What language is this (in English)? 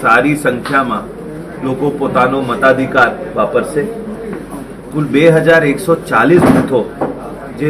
Gujarati